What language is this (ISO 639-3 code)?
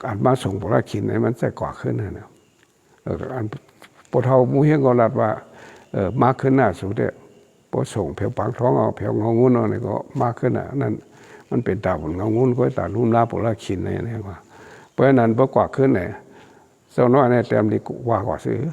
shn